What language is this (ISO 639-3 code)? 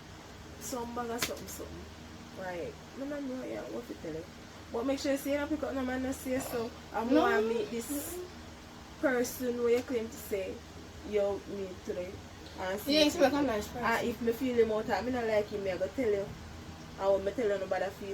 jam